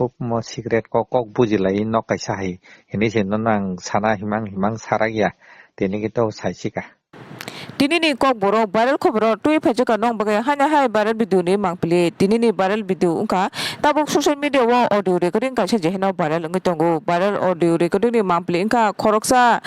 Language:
Kok Borok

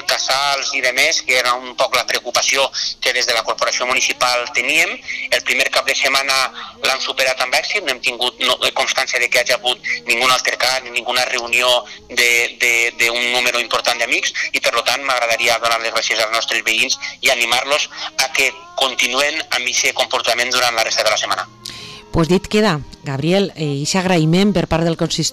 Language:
Catalan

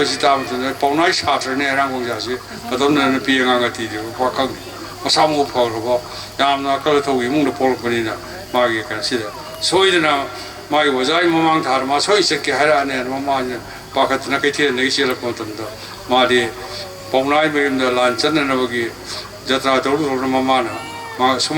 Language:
Manipuri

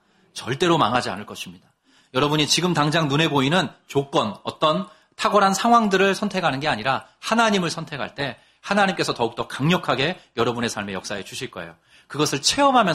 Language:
Korean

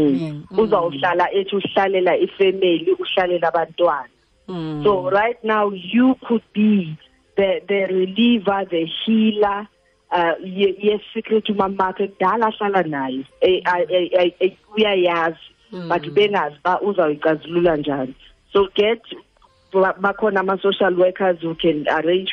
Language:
Xhosa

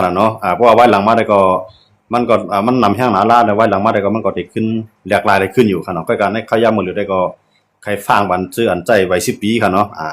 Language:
Shan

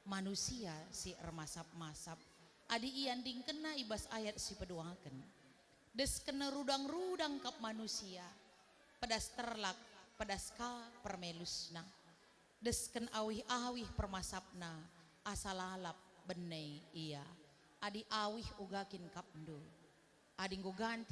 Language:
Batak Karo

